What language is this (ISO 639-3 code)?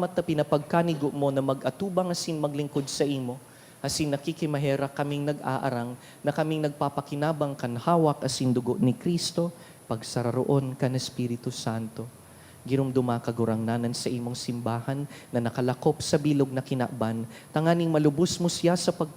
bik